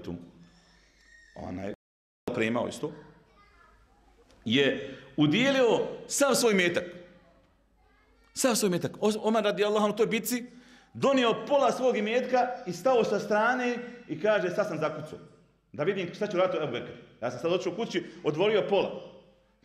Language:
Bosnian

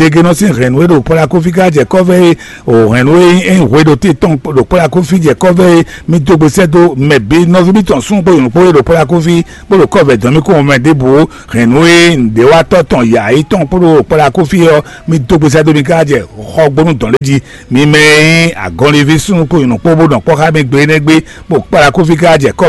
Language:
Fon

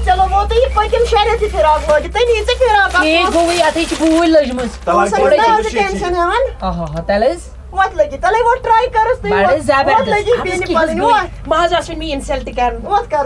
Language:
Kashmiri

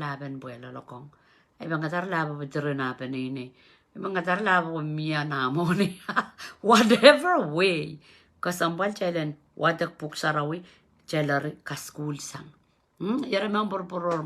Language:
Pohnpeian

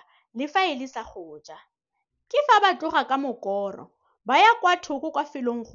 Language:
Tswana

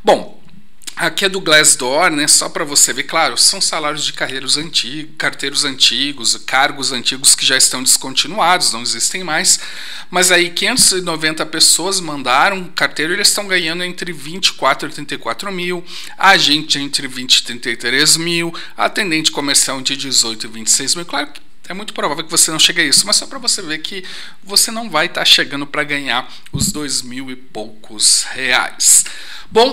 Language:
Portuguese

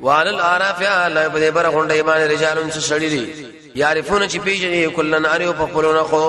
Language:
Pashto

